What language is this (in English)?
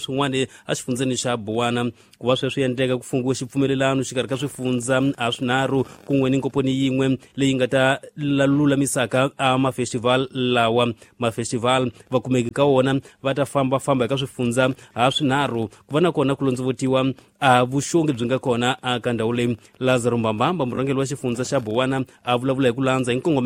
Tsonga